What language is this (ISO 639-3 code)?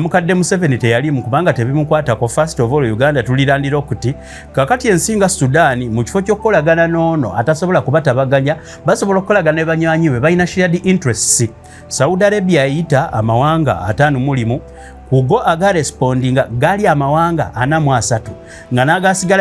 lug